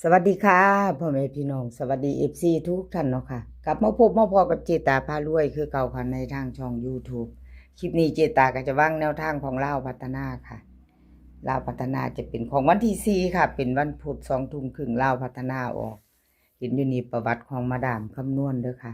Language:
Lao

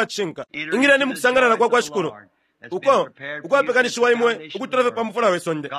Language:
Bemba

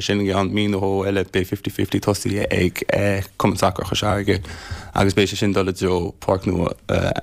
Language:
Irish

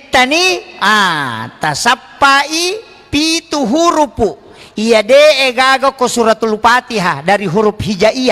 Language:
Buginese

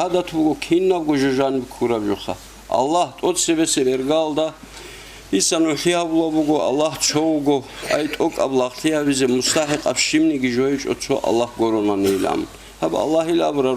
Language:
Avaric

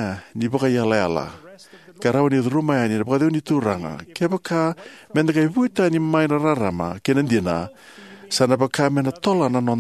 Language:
Fijian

